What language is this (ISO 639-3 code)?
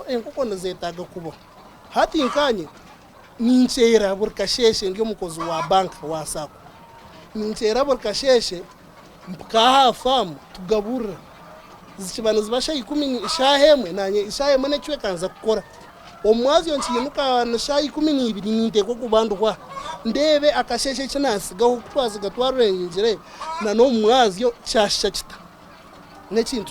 nyn